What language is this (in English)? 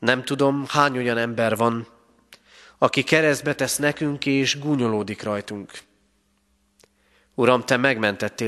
Hungarian